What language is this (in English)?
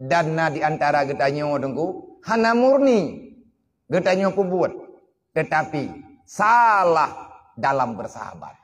Achinese